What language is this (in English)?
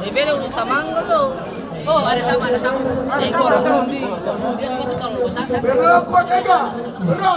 Ambonese Malay